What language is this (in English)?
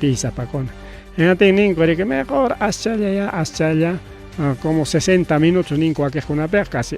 Ayacucho Quechua